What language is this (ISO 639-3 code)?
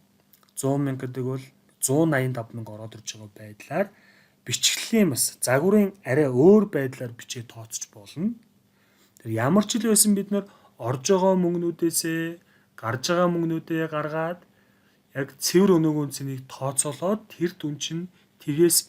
mon